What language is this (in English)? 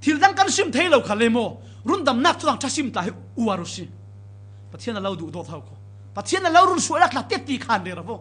Falam Chin